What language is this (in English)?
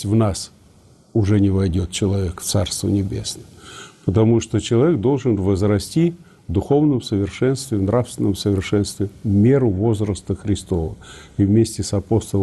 Russian